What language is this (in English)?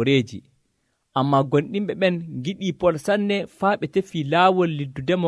Nigerian Fulfulde